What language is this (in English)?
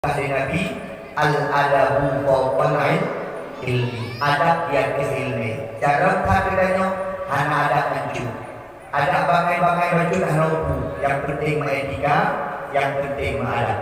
Achinese